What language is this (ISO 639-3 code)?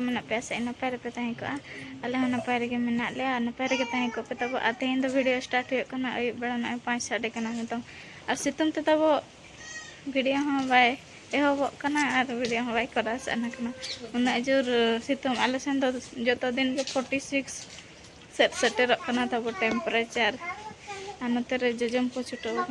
sat